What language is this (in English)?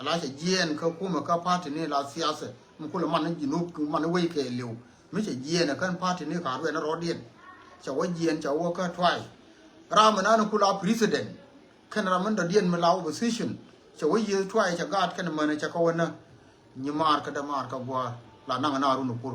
Nuer